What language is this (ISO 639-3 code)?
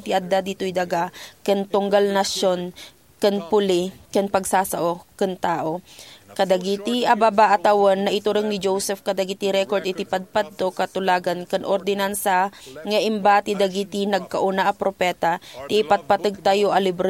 ilo